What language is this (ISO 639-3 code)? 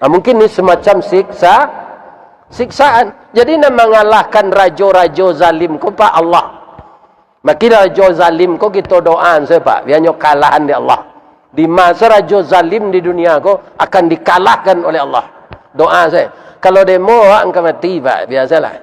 min